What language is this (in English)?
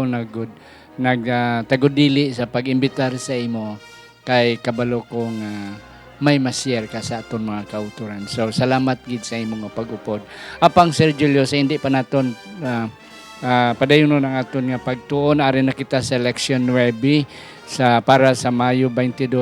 Hiligaynon